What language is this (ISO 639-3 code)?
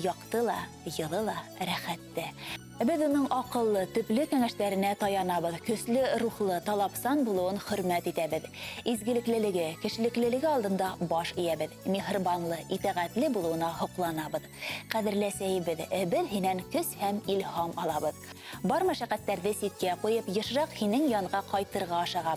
bak